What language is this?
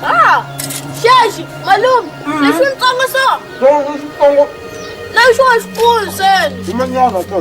Tsonga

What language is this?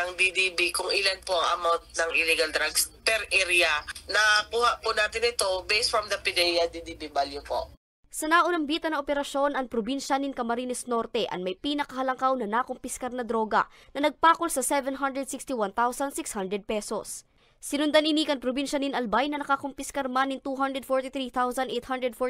Bikol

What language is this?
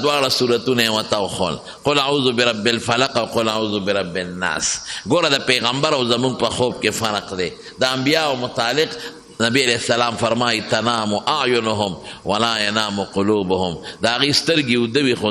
Pashto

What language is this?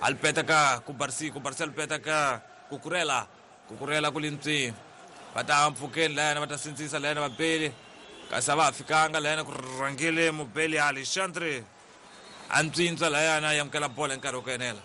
Tsonga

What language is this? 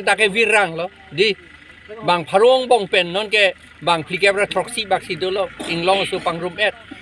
Karbi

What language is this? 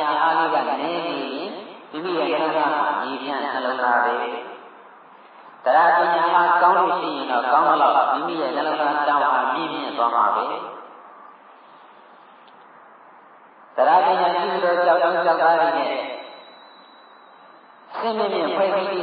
Burmese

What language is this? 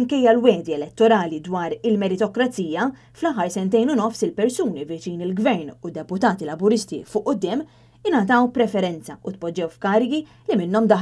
Maltese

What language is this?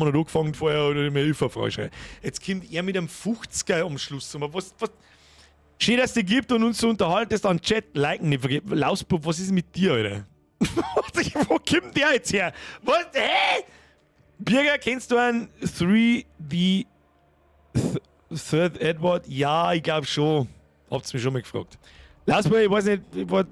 Bavarian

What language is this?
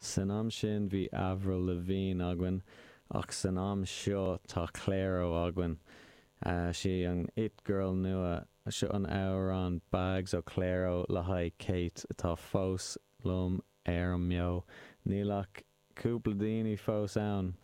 Irish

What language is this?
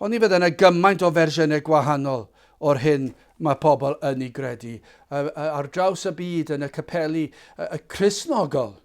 Welsh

